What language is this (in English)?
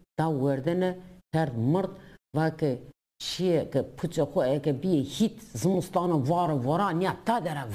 Zaza